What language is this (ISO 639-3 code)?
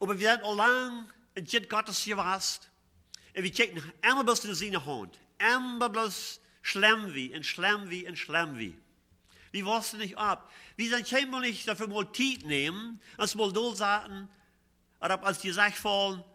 pdt